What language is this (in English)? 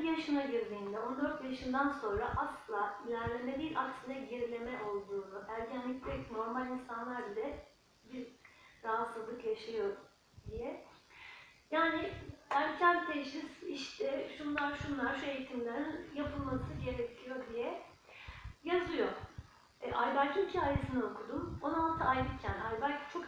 Turkish